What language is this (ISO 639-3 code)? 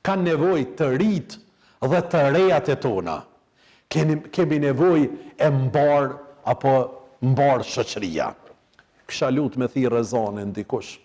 sqi